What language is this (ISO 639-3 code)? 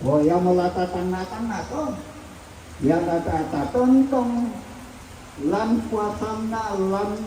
sda